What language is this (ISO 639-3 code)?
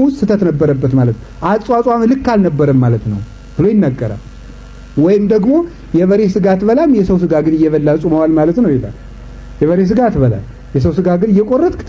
amh